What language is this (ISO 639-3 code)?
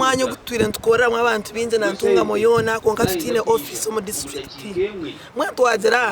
nyn